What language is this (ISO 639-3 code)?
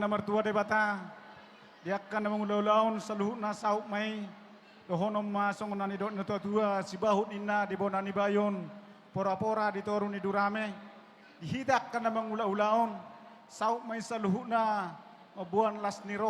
bbc